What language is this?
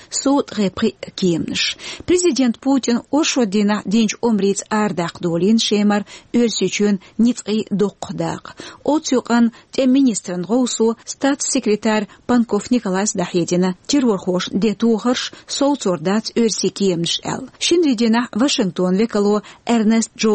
Chechen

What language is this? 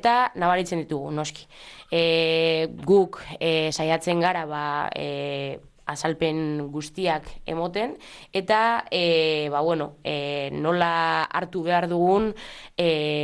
Basque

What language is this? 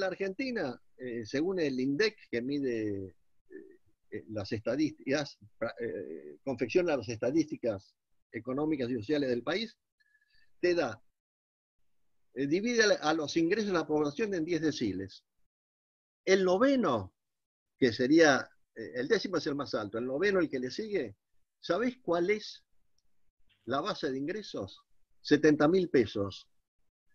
Spanish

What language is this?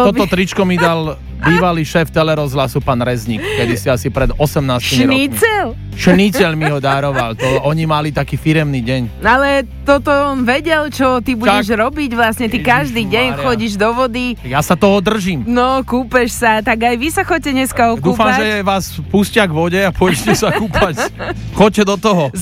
Slovak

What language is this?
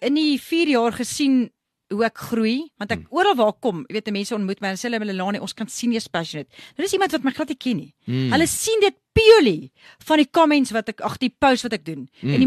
Afrikaans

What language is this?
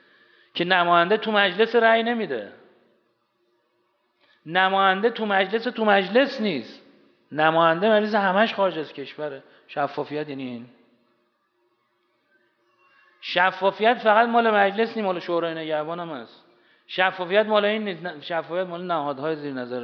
Persian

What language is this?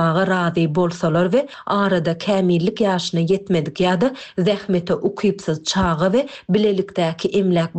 Turkmen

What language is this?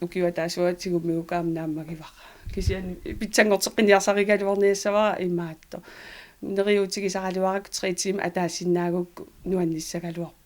Kalaallisut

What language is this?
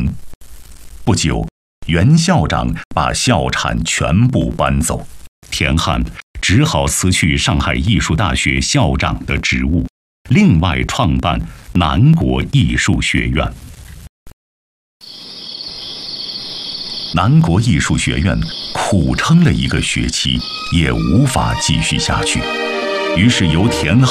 Chinese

